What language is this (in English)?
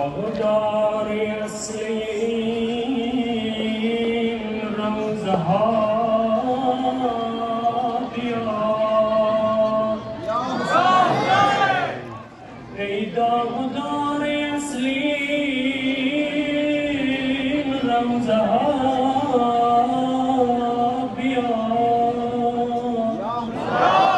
Persian